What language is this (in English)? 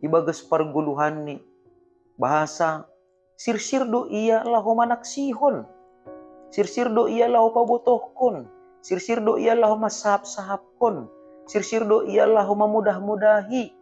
Batak Simalungun